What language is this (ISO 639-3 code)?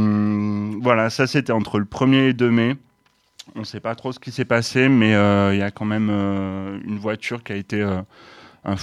fra